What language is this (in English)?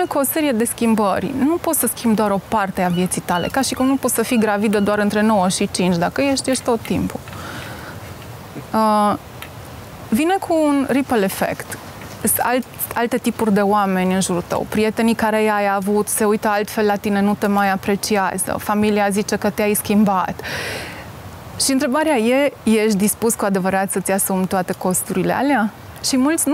Romanian